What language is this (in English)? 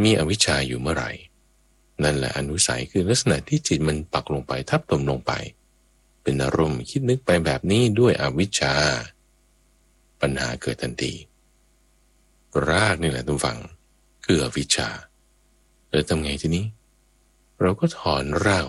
Thai